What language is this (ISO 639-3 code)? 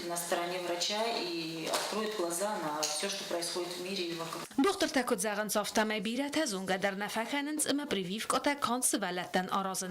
oss